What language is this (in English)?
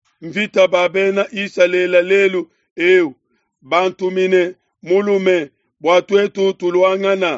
Luba-Lulua